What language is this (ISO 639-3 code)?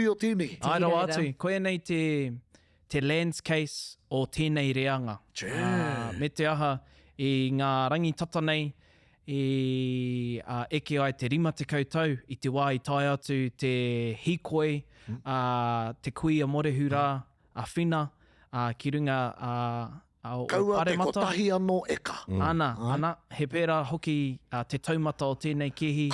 mri